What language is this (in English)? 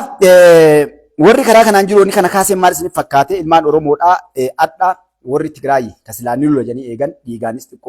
Oromo